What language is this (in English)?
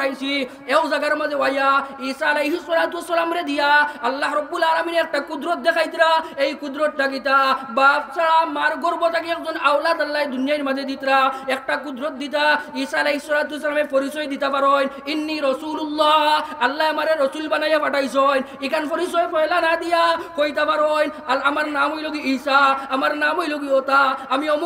Sylheti